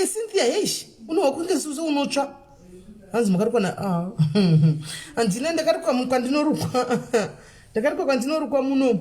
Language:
Shona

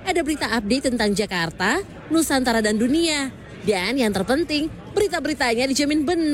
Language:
Indonesian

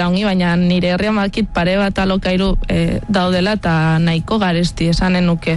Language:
Basque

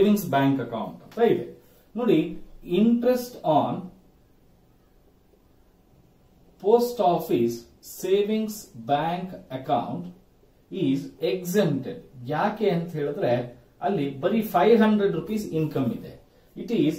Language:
Kannada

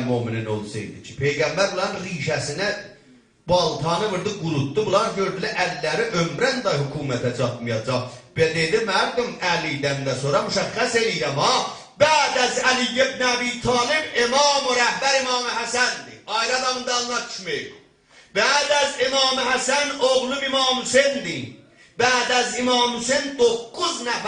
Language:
South Azerbaijani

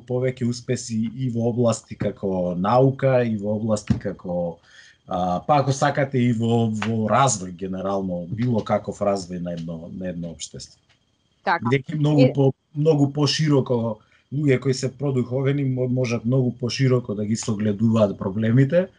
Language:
Macedonian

